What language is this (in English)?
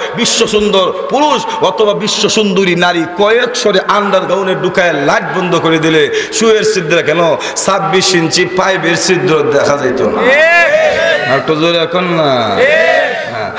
Bangla